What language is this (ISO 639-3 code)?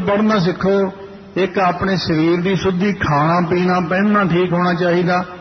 pan